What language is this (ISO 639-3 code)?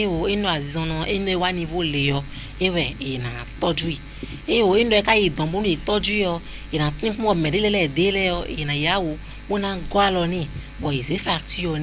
fon